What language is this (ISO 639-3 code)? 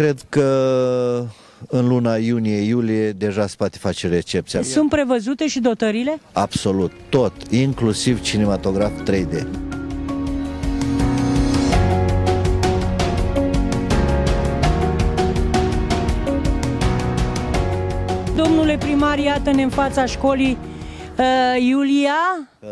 ron